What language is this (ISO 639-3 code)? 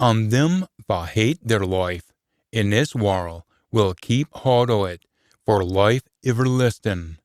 sco